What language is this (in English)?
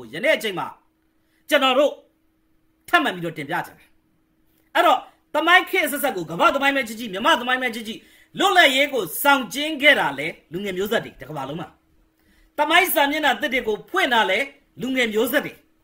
Burmese